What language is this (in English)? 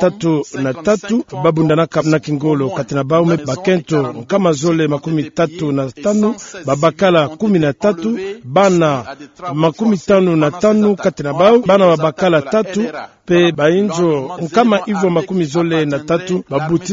Kituba (Democratic Republic of Congo)